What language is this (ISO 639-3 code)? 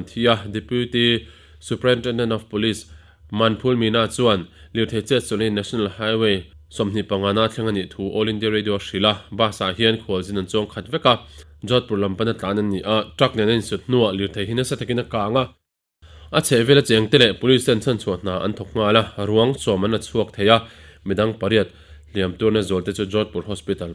lus